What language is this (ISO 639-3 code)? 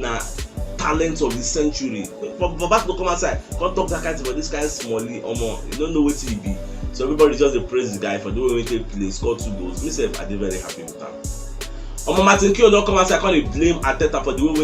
pcm